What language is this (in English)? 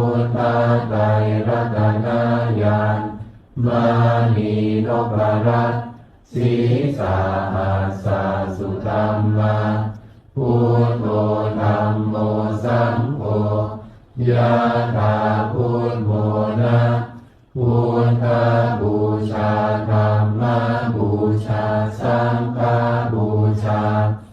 Pali